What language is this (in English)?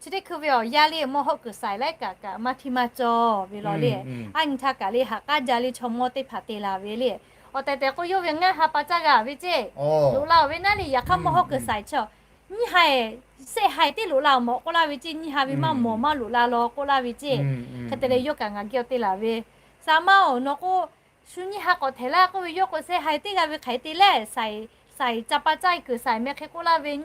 Lahu